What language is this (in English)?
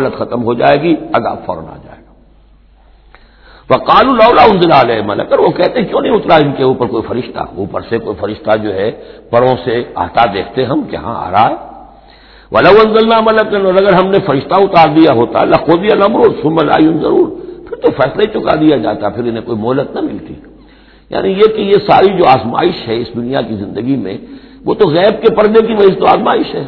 Urdu